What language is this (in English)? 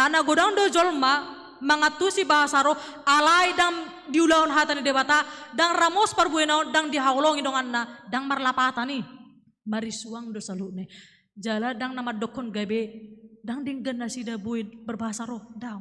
Batak Toba